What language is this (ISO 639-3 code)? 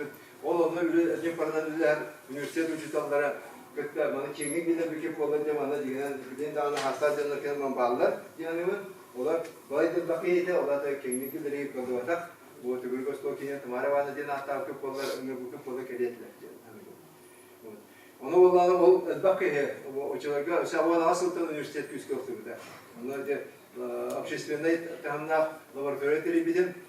sah